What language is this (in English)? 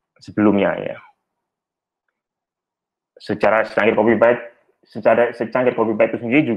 Indonesian